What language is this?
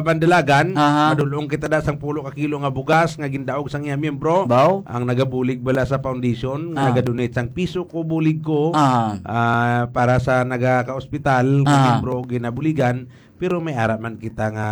Hiligaynon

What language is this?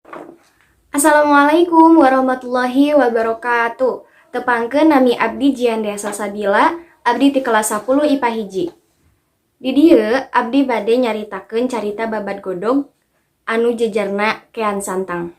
Sundanese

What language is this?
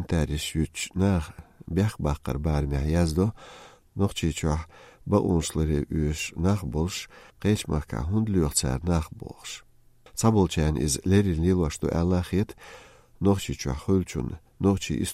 Chechen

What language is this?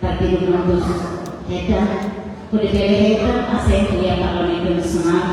Tetum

